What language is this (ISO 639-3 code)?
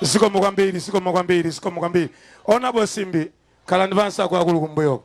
nya